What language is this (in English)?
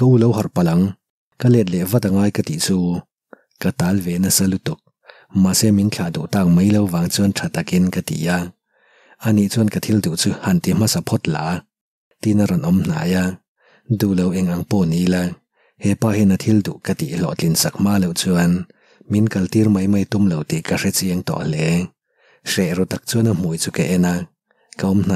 Mizo